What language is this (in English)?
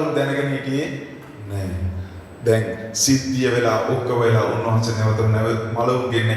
Sinhala